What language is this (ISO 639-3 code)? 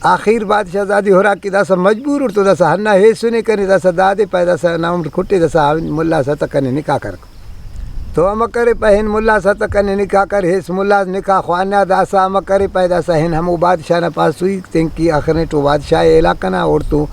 brh